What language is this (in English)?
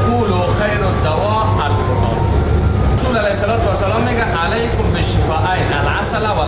Persian